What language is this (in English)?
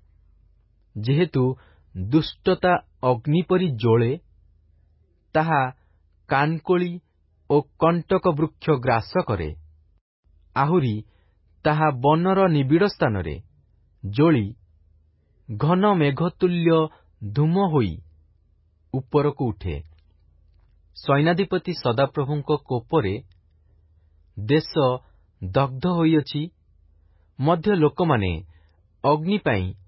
Odia